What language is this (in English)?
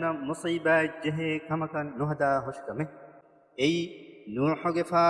Divehi